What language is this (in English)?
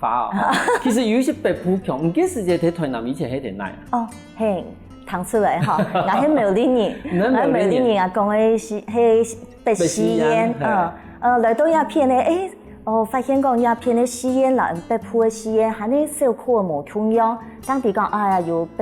Hakka Chinese